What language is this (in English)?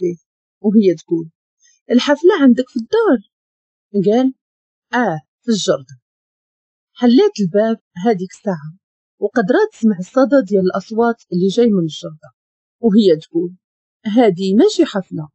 Moroccan Arabic